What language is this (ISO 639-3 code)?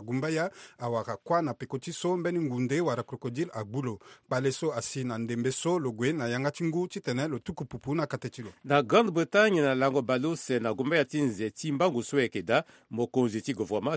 sag